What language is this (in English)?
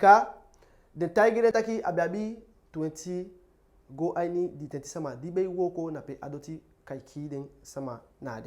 Eastern Maroon Creole